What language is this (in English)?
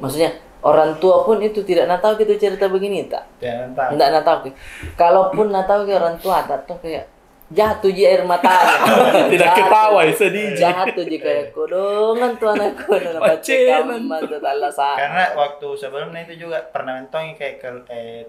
Makassar Malay